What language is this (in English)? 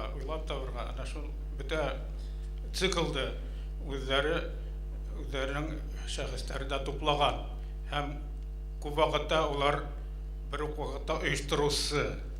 Bashkir